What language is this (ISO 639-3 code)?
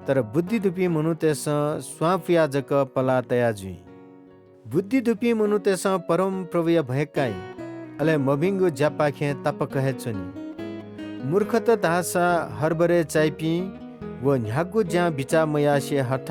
new